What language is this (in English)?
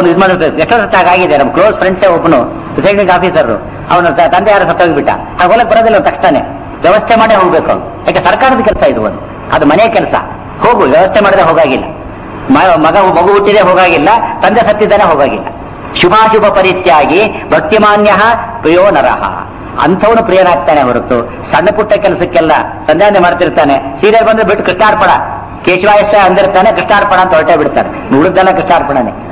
Kannada